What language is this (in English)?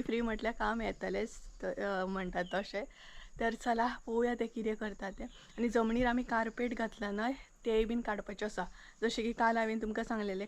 Konkani